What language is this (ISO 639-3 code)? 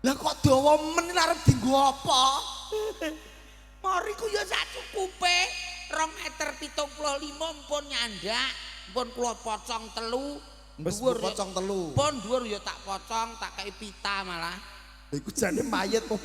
jav